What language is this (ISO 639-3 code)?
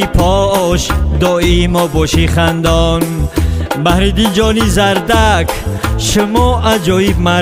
tgk